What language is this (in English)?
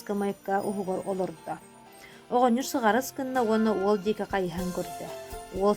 Yakut